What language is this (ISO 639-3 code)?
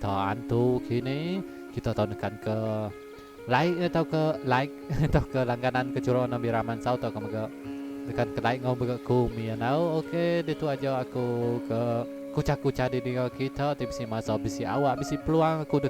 iba